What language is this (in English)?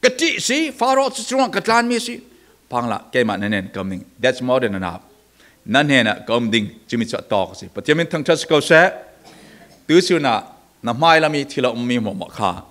Falam Chin